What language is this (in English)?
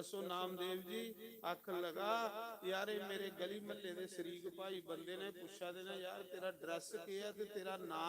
Dogri